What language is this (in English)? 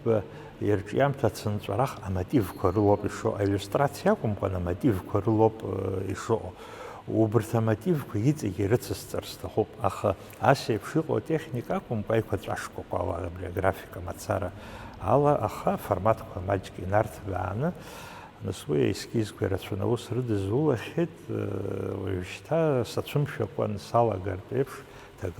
Abkhazian